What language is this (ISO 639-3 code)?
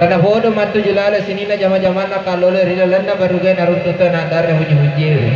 bug